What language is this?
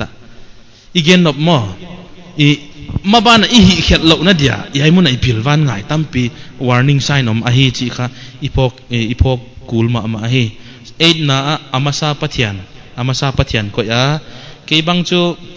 Paite Chin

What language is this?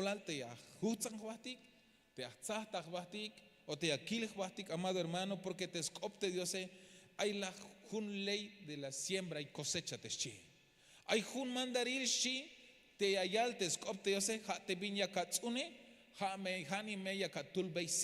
Tzeltal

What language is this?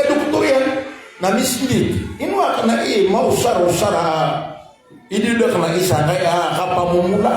Maranao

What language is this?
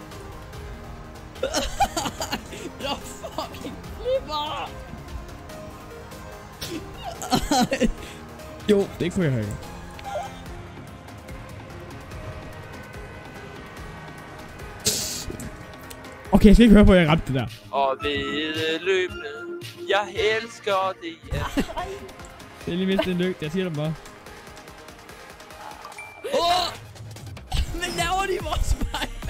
Danish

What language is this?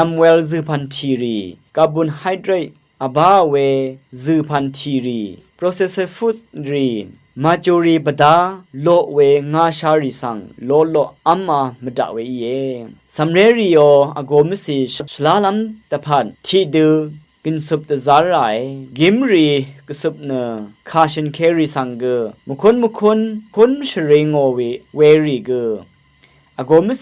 Rawang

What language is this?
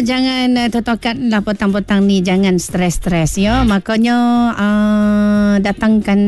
Malay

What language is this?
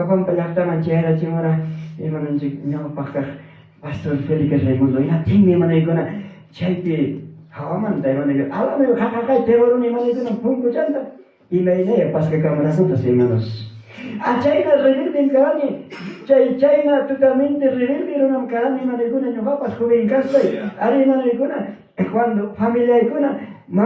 Ayacucho Quechua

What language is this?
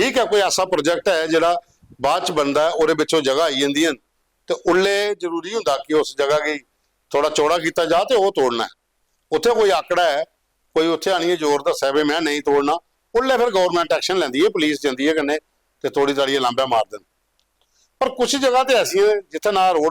Dogri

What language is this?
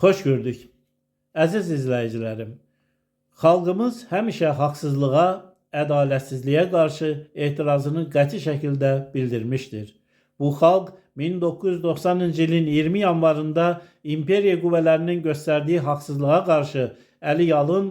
Azerbaijani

